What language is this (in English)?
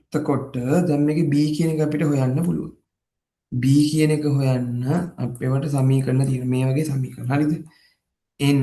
Sinhala